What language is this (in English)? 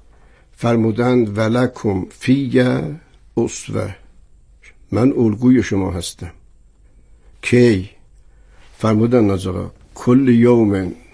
Persian